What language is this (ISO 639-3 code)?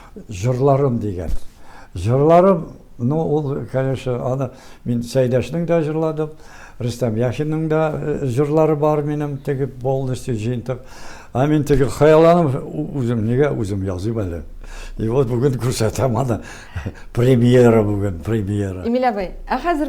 tat